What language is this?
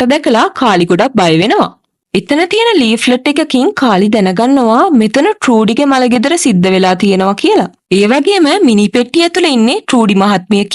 Sinhala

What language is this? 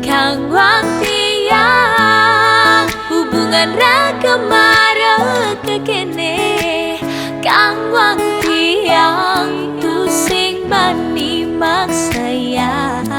Balinese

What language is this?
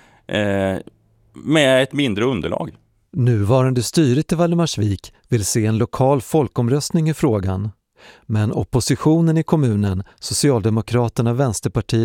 Swedish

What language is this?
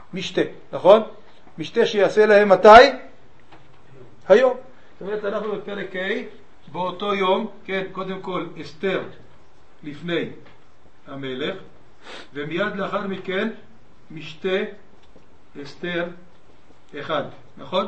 Hebrew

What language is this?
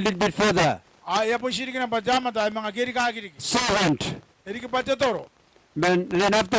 Gilbertese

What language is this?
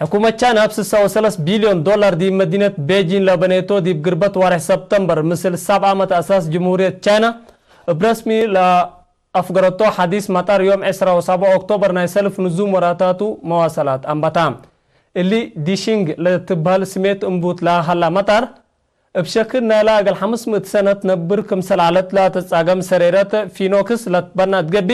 Tigre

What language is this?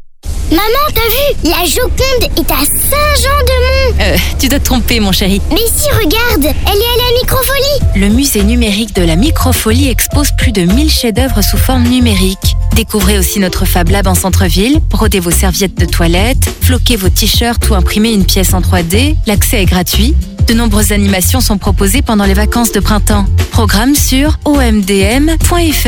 French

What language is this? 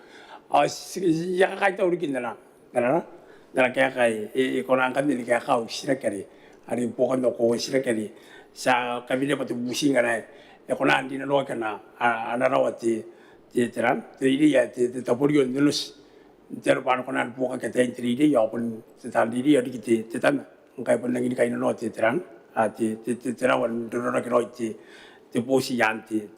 Gilbertese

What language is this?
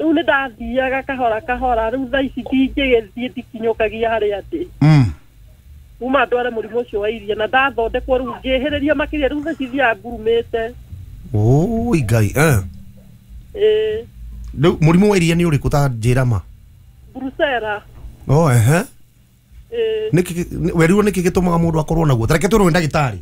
Kikuyu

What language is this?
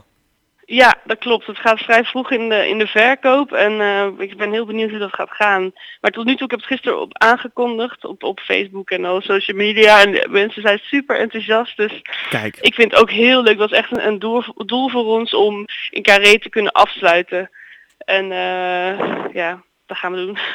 Dutch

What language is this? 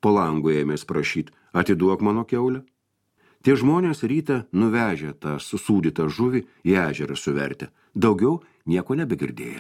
Lithuanian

